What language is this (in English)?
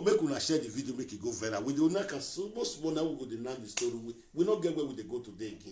Nigerian Pidgin